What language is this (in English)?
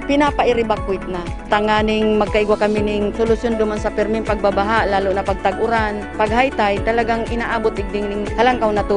Bikol